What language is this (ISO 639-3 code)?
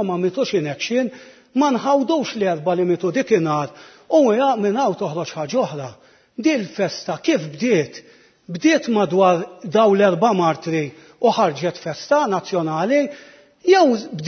mlt